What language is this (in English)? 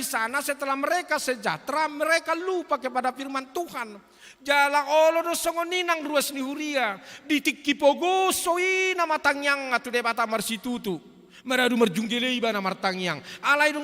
Batak Toba